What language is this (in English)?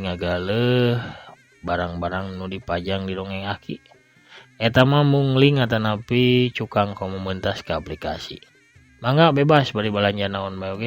Sundanese